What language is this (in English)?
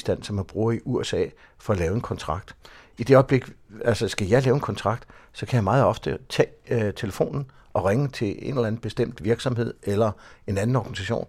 Danish